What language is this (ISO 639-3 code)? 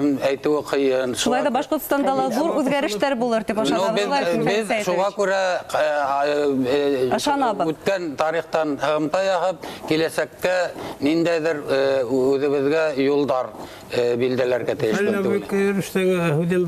bak